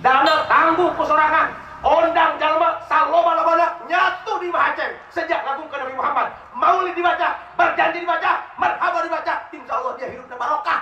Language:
Sundanese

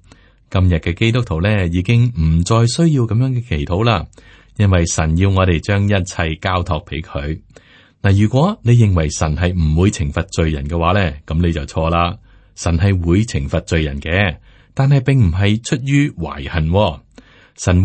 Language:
Cantonese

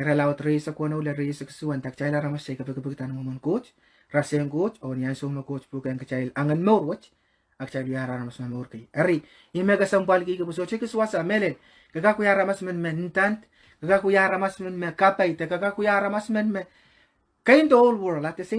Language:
Pohnpeian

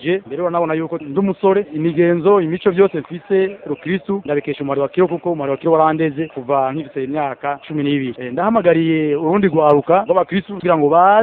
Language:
Rundi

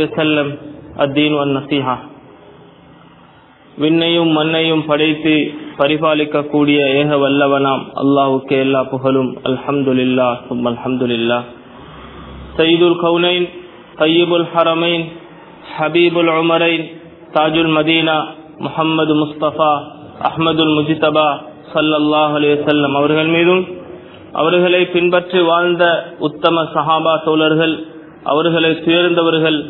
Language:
Tamil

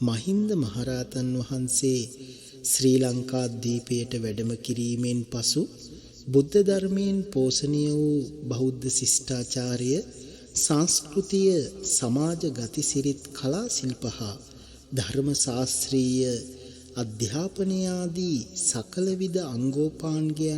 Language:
Sinhala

